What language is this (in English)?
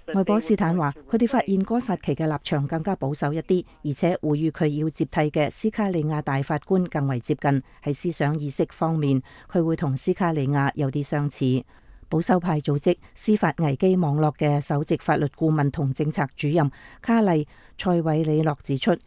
Cantonese